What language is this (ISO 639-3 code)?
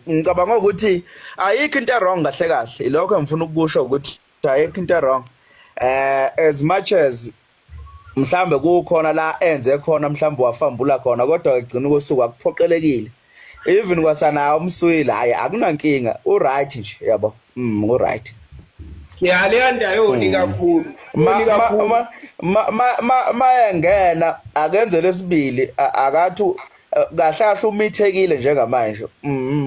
zul